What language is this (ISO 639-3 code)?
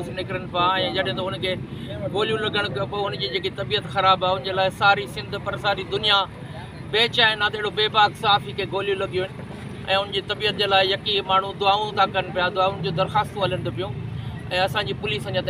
snd